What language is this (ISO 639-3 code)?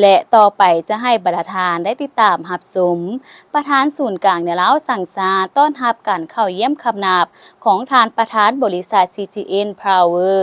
lao